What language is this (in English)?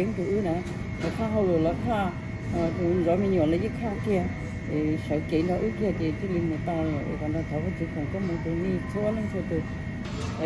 Hmong